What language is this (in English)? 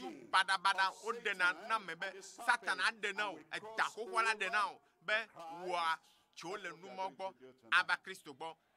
Ewe